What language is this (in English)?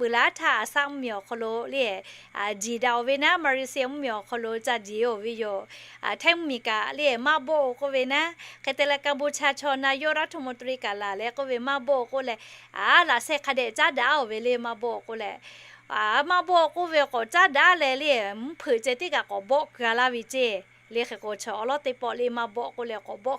Lahu